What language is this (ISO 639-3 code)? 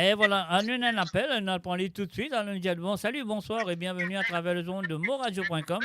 mfe